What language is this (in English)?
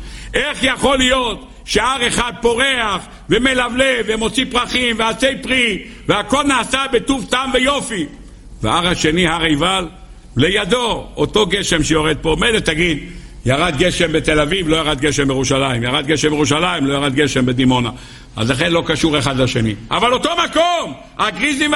Hebrew